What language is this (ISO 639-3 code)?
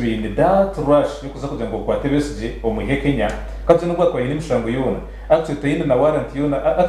nyn